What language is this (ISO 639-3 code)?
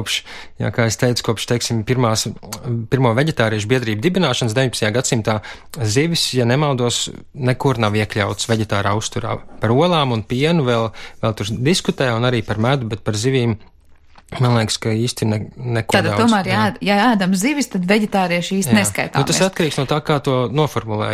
lav